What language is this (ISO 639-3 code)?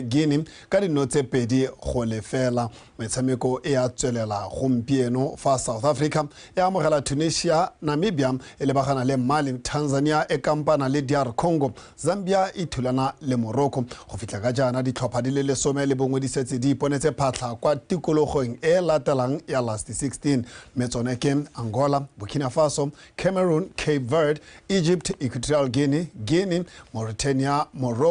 tsn